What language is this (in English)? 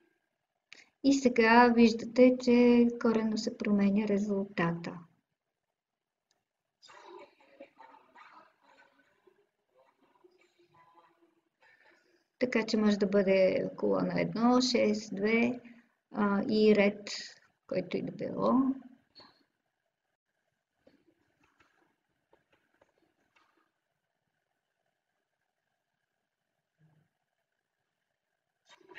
Bulgarian